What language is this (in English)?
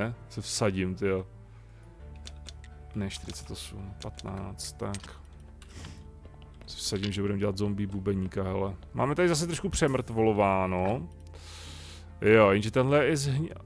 Czech